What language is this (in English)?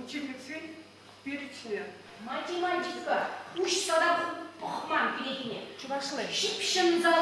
Chuvash